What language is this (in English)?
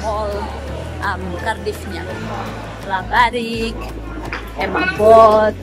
Tetum